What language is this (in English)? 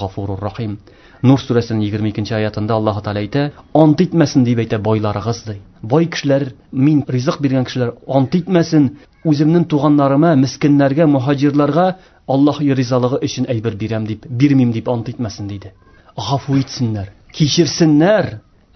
Tatar